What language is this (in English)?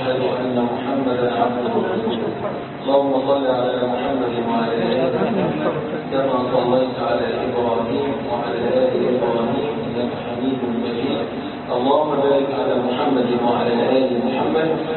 Arabic